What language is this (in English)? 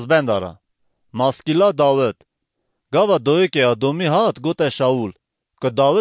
Kurdish